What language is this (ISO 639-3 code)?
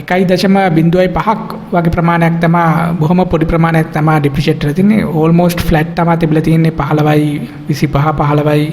sin